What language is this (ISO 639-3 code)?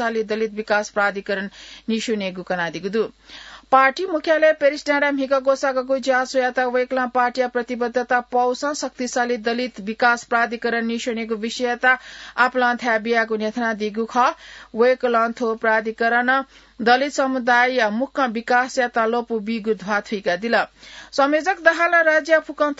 new